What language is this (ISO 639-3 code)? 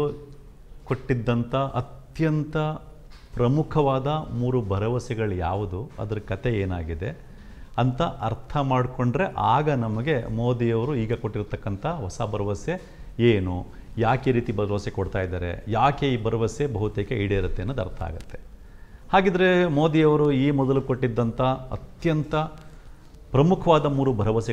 kan